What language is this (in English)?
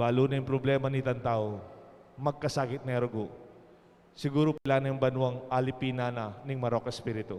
Pampanga